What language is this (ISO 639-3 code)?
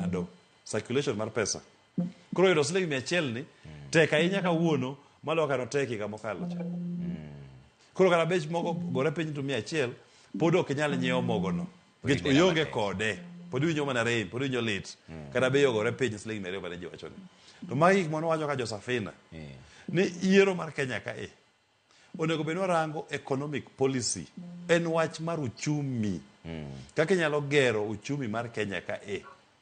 luo